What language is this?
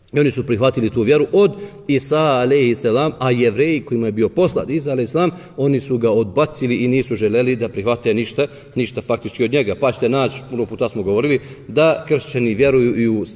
Bosnian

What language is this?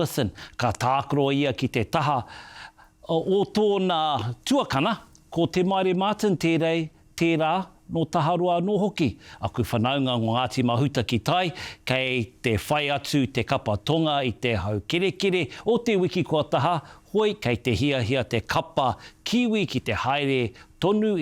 Māori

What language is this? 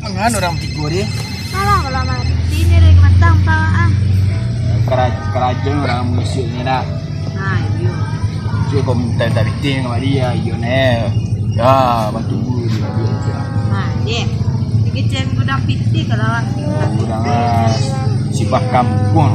Minangkabau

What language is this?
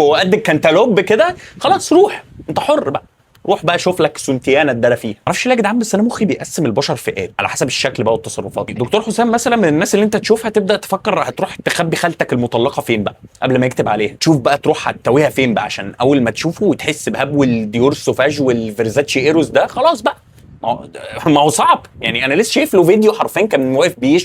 Egyptian Arabic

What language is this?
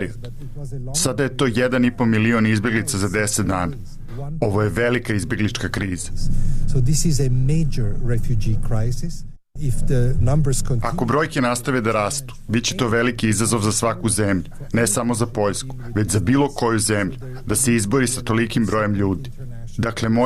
Serbian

